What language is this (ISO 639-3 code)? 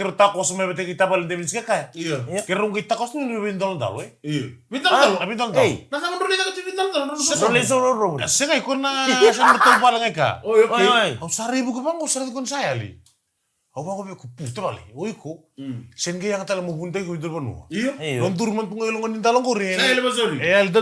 fij